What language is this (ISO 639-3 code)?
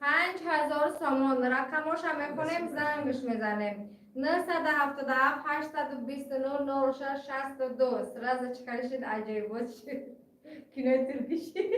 tgk